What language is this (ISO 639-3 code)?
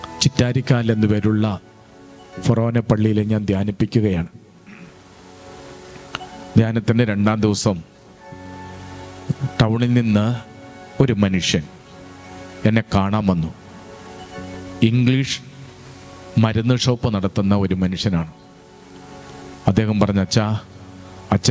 mal